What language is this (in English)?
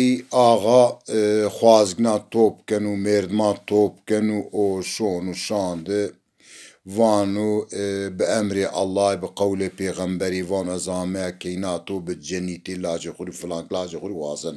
Zaza